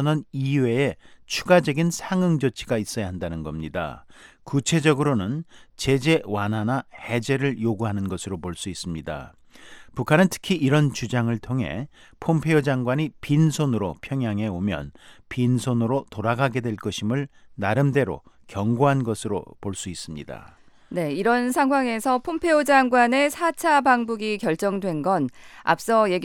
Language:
Korean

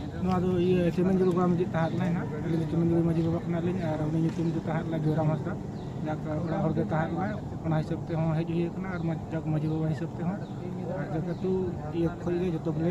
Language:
Santali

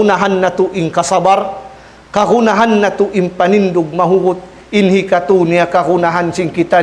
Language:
Tausug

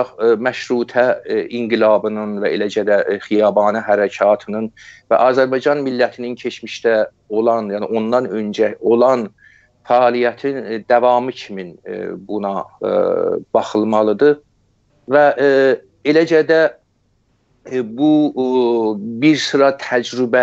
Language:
South Azerbaijani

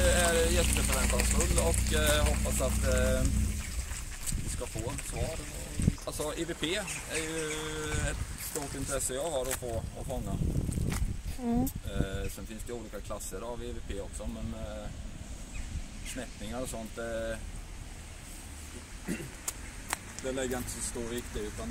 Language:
Swedish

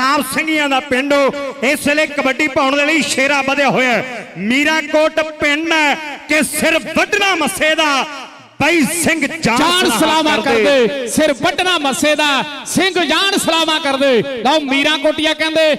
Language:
Punjabi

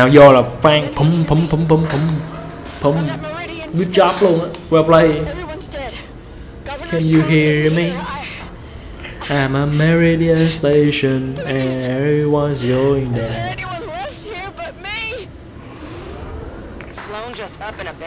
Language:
Vietnamese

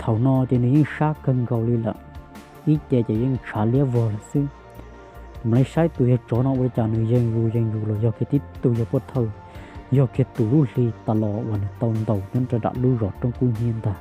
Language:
Hmong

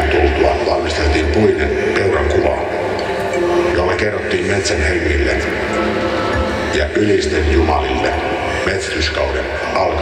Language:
Finnish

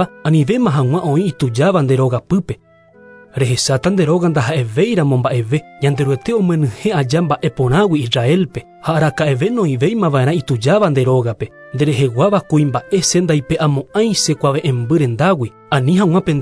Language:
Guarani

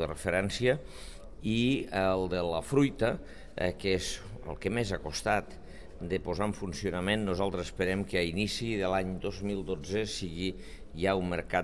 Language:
Catalan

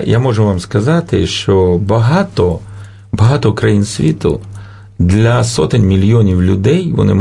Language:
Ukrainian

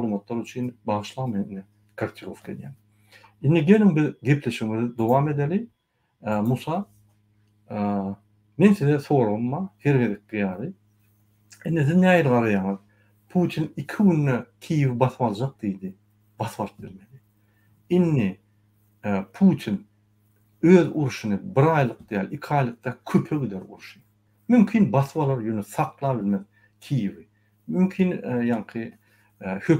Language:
Turkmen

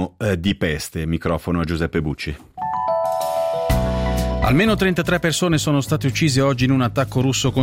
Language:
Italian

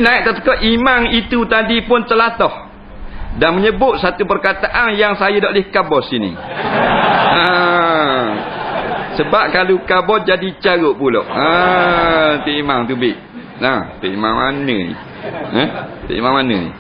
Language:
Malay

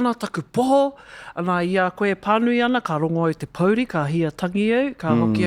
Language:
Māori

